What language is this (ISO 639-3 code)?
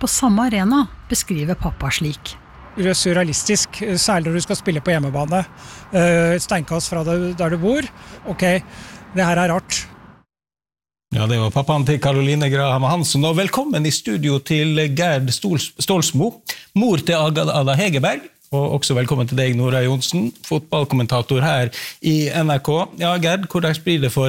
nor